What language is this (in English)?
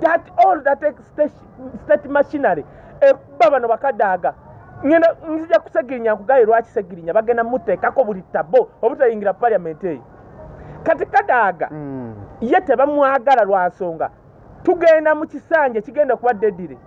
Ganda